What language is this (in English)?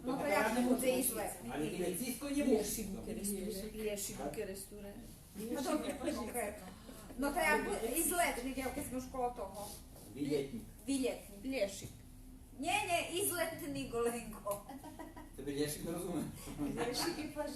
Rusyn